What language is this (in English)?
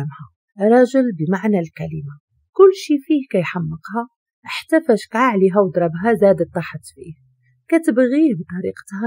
Moroccan Arabic